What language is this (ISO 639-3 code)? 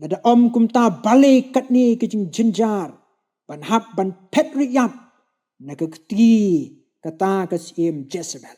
kha